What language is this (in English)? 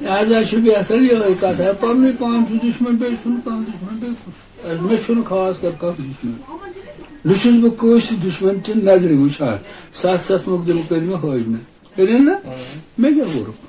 Kashmiri